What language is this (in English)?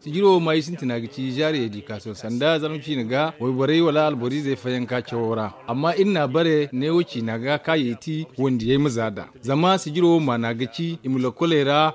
Zarma